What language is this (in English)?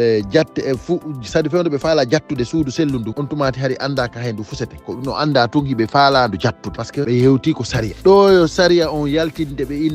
Fula